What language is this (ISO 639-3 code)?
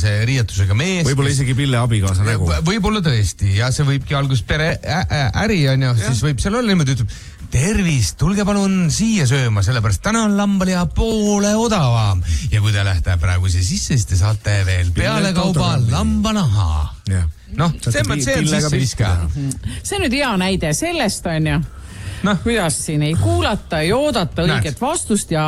est